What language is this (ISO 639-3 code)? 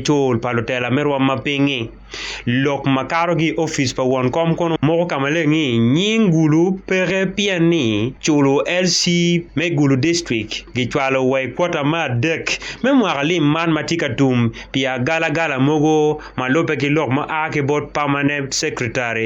ach